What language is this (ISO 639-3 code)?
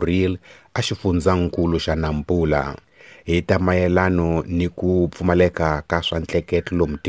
tso